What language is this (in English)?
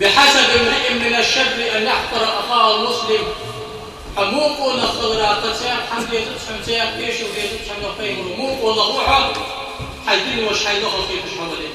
Ingush